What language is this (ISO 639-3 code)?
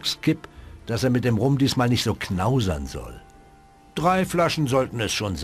bar